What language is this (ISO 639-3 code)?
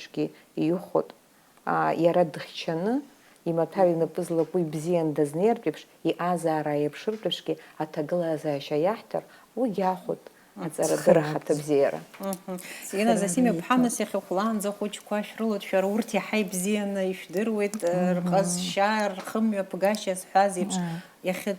abk